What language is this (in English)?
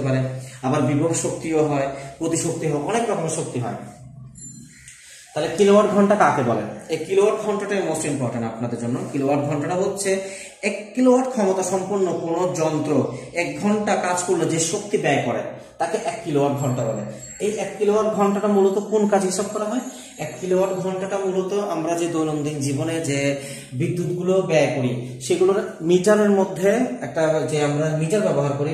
Bangla